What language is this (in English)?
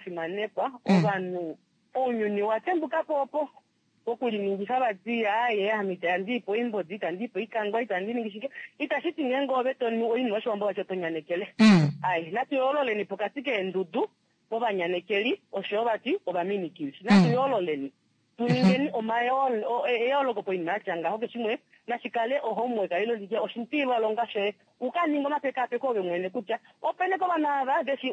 Kuanyama